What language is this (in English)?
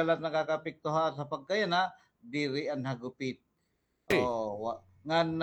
Waray